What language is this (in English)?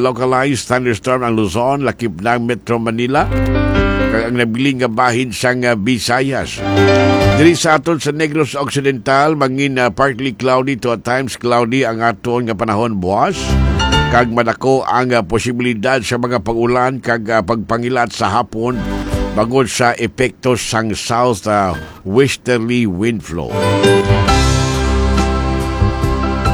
Hiligaynon